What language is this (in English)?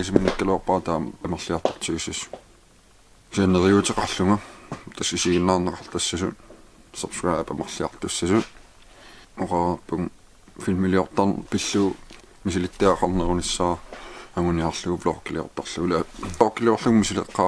Kalaallisut